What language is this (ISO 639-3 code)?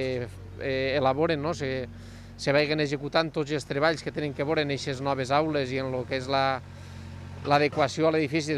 cat